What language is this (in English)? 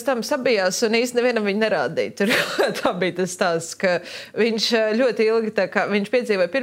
Latvian